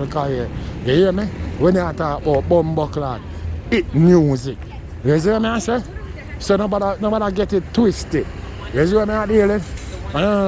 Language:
Jamaican Creole English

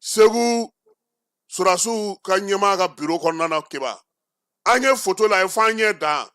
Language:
Bambara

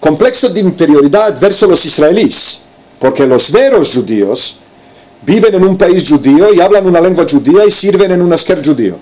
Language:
Ladino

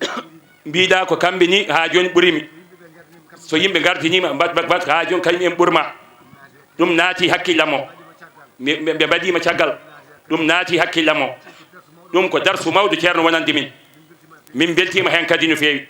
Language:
Fula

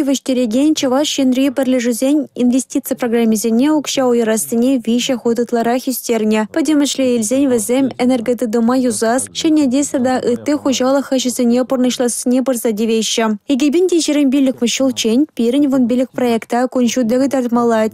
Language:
Chuvash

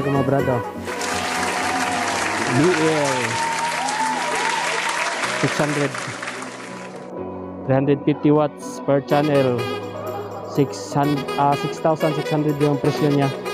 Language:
Filipino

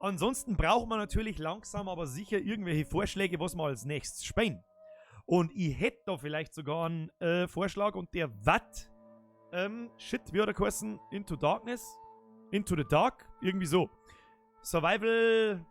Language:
Bavarian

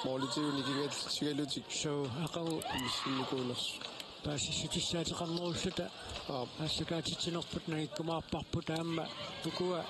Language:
Kalaallisut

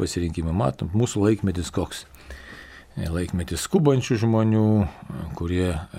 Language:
Lithuanian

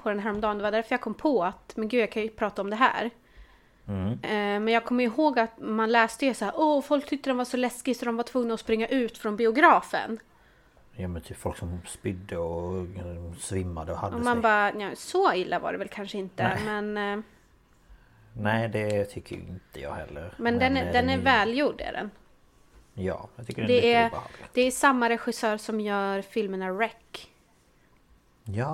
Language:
Swedish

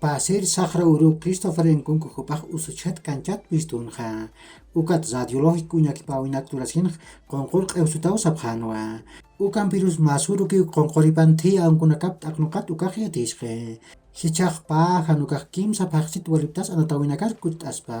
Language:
Aymara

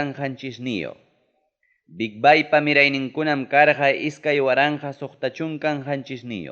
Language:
Ayacucho Quechua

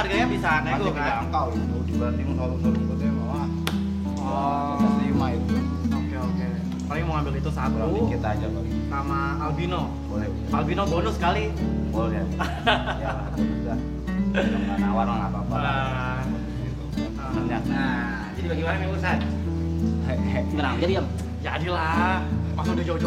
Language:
Betawi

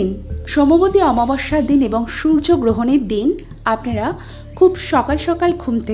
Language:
Bangla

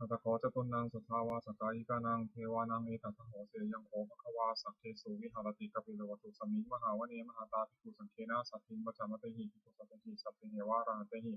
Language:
Pali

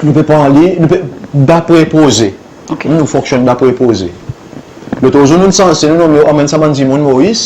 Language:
Seselwa Creole French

